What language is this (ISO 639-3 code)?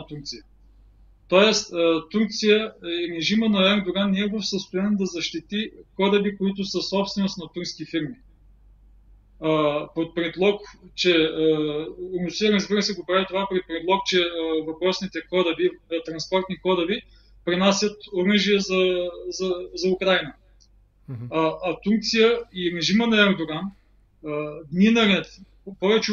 bul